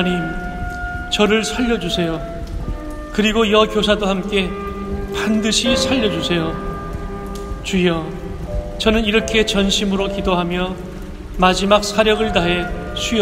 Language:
Korean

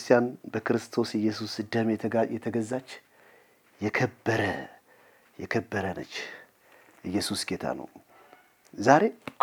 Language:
Amharic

